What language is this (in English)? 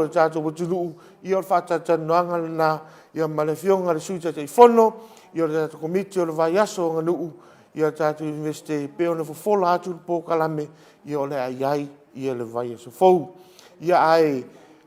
Samoan